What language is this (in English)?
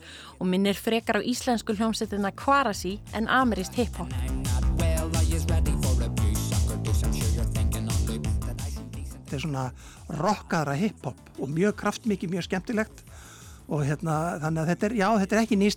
Icelandic